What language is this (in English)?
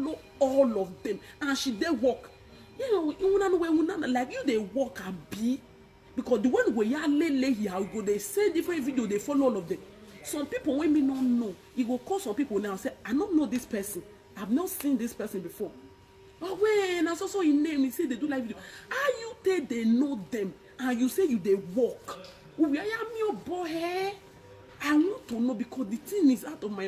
Nigerian Pidgin